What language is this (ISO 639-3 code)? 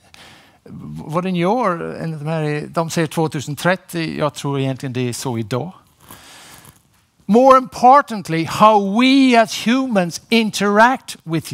swe